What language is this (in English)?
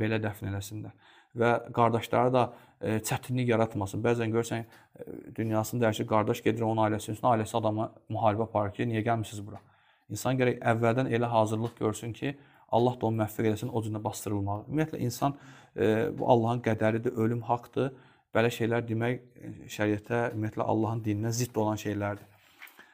Azerbaijani